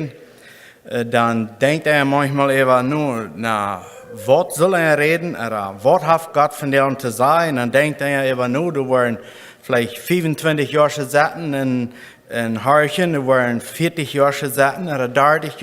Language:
Plautdietsch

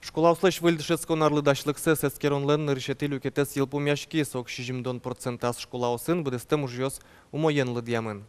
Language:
Udmurt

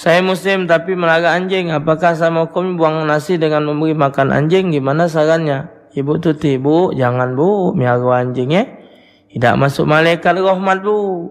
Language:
Musi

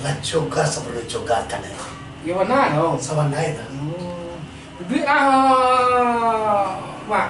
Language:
Minangkabau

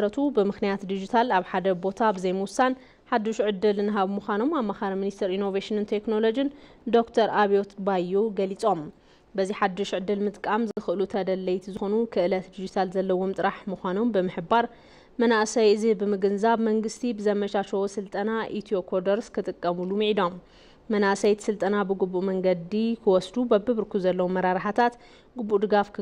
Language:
Tigrinya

